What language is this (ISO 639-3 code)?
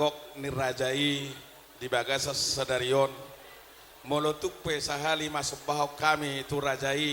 bbc